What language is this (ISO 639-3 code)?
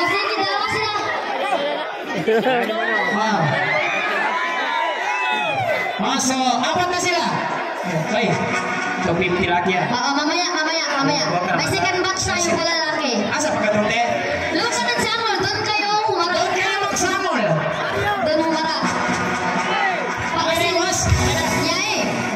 fil